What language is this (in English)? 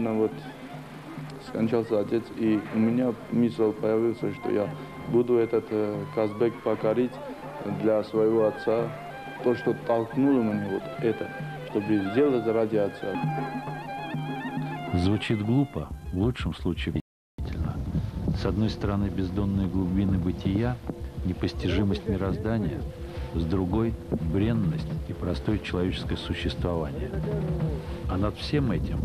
Russian